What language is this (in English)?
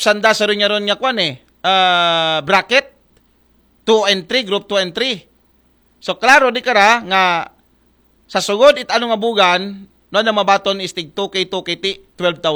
Aklanon